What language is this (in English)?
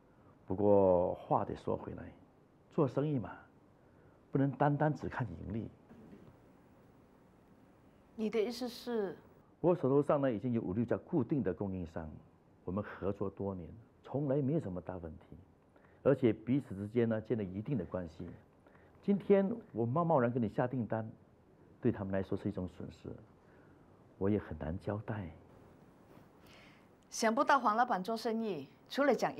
Chinese